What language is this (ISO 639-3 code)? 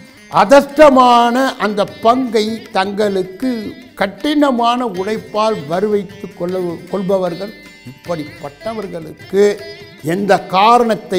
tam